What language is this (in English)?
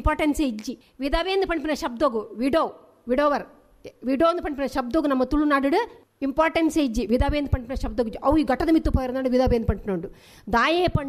Tulu